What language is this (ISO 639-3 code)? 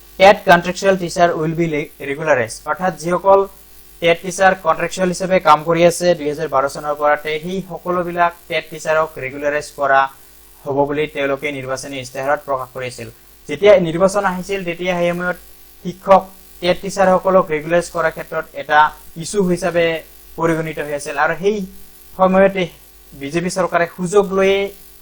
asm